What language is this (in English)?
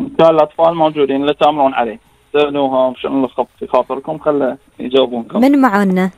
Gulf Arabic